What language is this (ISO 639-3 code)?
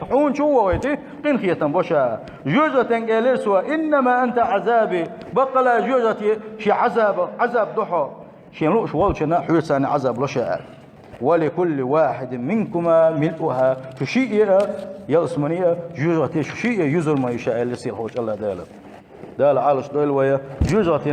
che